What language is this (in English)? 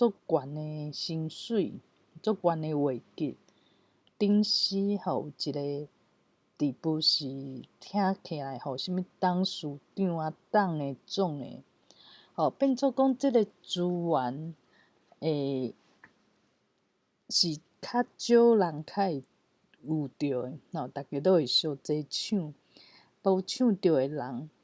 Min Nan Chinese